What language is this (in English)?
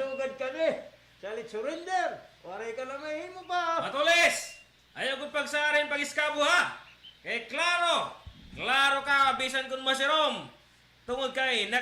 Waray